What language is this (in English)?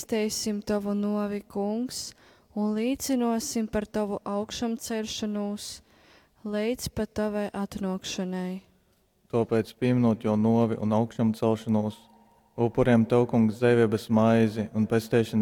Latgalian